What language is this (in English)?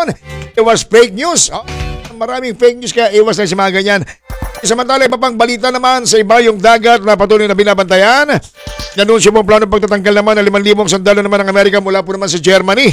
Filipino